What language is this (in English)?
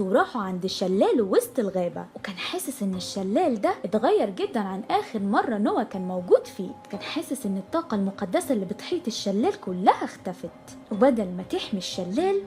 Egyptian Arabic